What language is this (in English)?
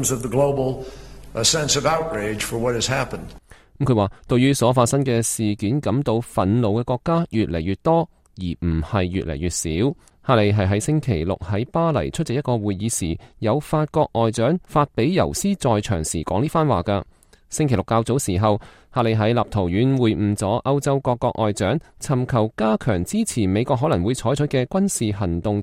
Cantonese